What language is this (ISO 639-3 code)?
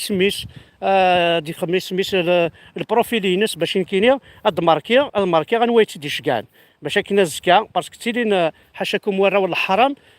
kab